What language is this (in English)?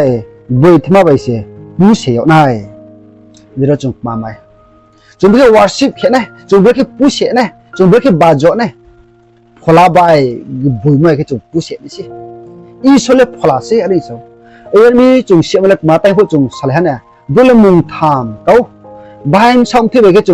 Riang (India)